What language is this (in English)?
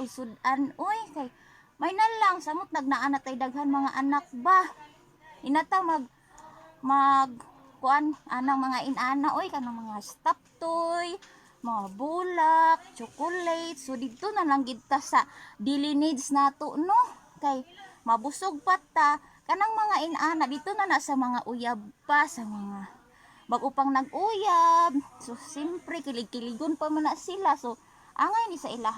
Cebuano